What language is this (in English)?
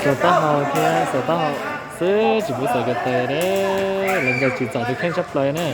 Hmong